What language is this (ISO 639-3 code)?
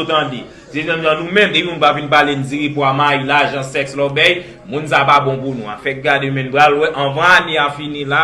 hat